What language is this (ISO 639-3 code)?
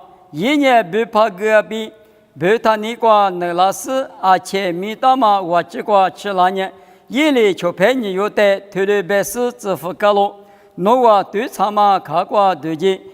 lis